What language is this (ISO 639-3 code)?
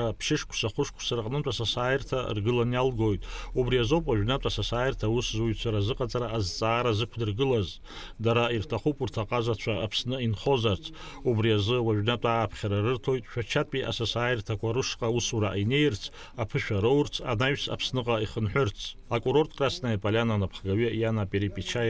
abk